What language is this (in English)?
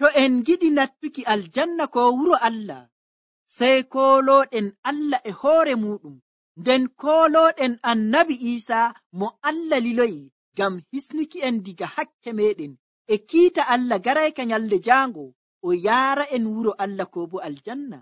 Nigerian Fulfulde